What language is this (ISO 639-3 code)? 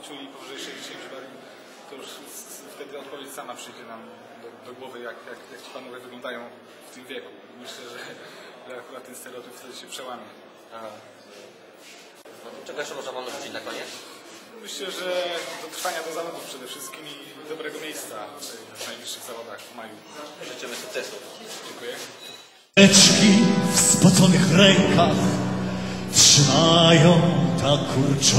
pol